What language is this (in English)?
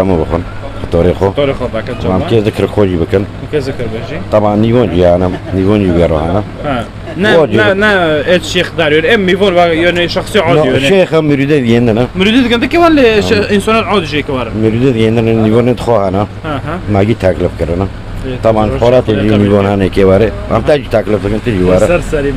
Kurdish